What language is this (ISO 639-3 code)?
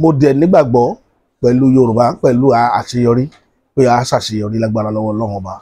yor